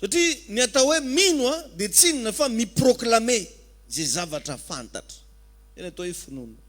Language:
Malagasy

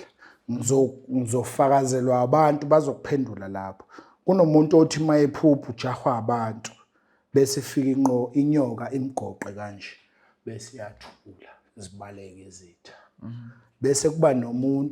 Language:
Zulu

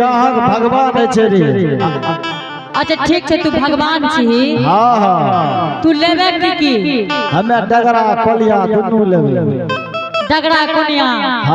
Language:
Angika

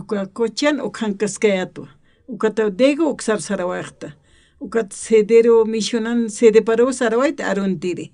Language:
Aymara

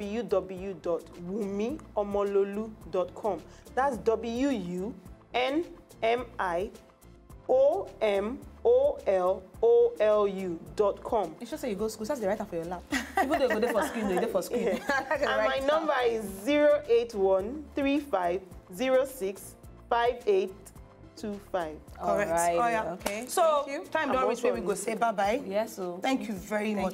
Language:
Nigerian Pidgin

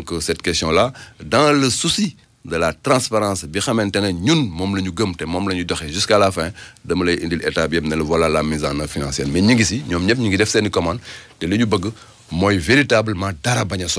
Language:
Wolof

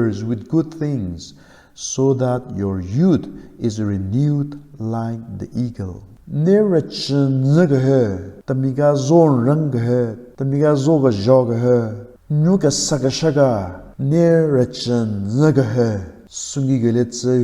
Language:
Southern Rengma Naga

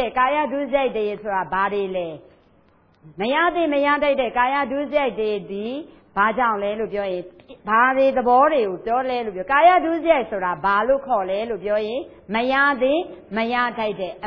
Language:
Burmese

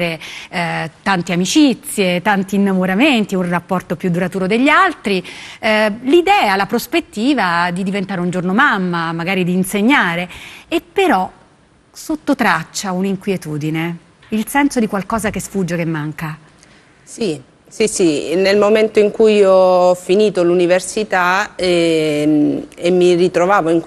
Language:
Italian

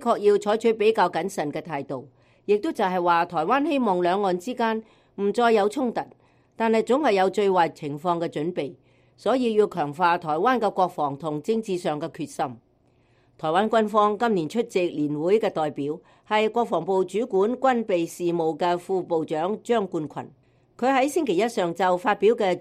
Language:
Cantonese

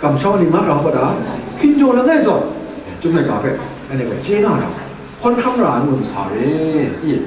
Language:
Kachin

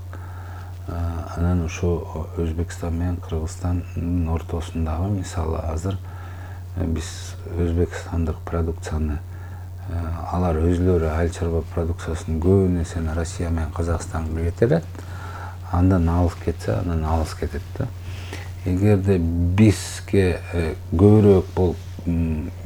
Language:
Kyrgyz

